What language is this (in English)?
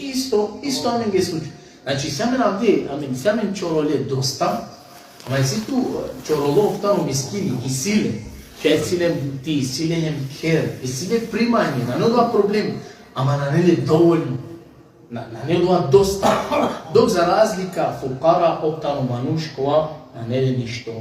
Balkan Romani